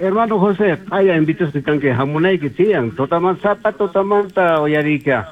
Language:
South Bolivian Quechua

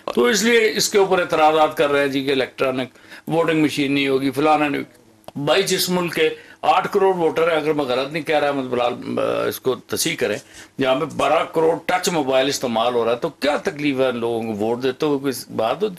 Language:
Urdu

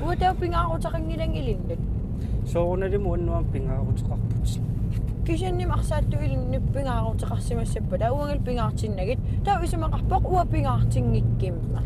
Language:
Kalaallisut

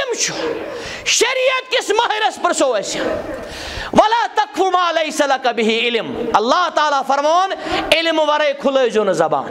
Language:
Kashmiri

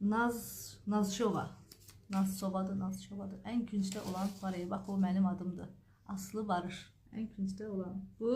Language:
Azerbaijani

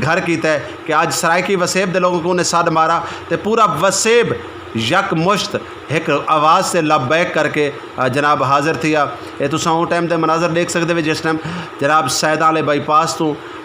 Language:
Saraiki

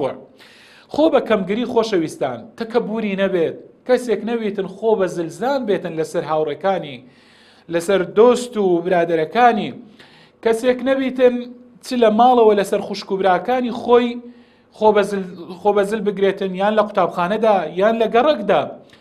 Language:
Central Kurdish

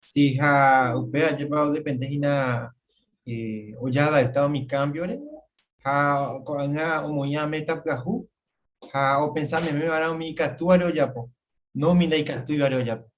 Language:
Guarani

